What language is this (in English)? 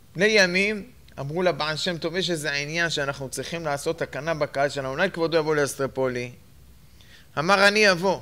Hebrew